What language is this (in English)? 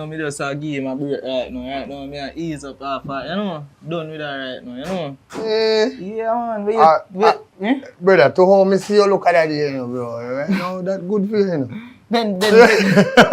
Jamaican Creole English